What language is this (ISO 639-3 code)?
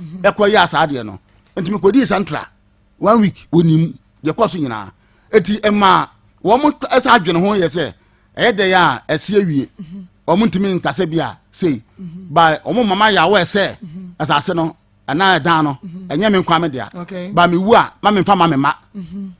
aka